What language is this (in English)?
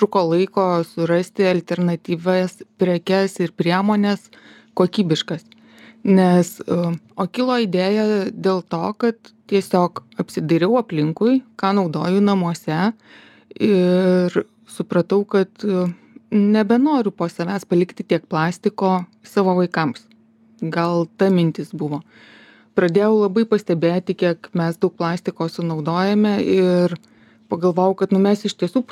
Lithuanian